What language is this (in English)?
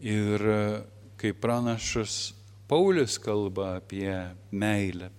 Lithuanian